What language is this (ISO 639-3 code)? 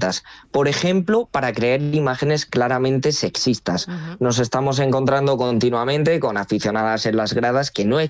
spa